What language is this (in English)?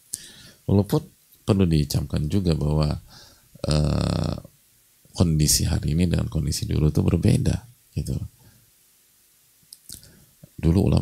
Indonesian